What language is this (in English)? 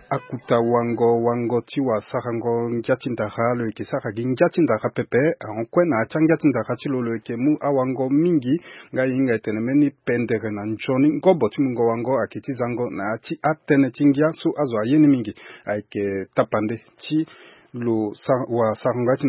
Sango